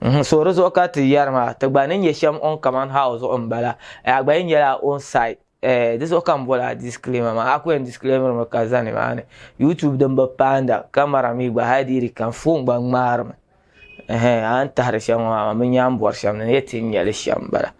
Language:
Dagbani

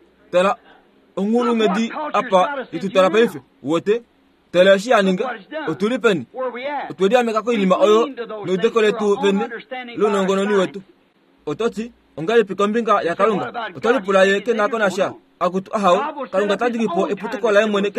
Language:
Kuanyama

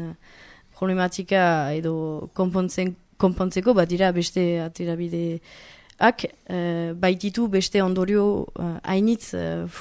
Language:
Basque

